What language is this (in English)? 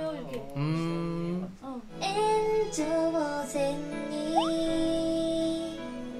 Korean